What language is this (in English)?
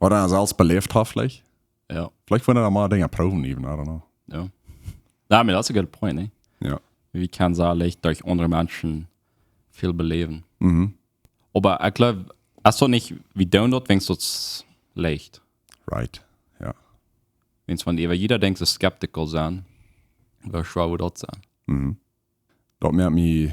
Plautdietsch